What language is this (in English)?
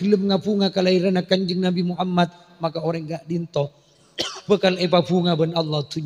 Madurese